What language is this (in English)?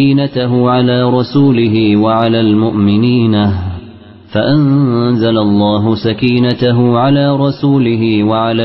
Arabic